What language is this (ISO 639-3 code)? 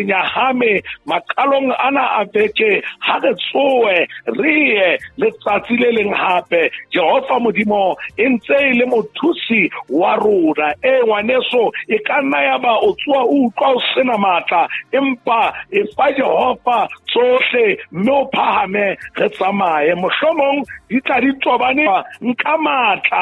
sot